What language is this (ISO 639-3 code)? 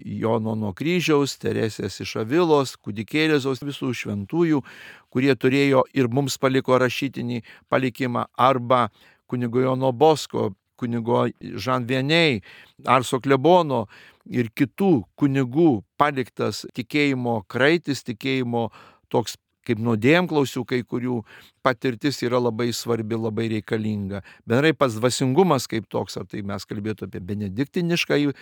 lit